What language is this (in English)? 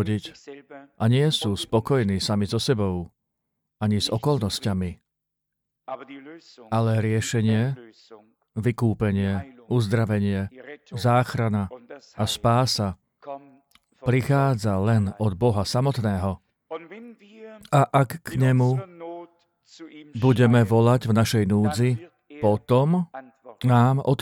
Slovak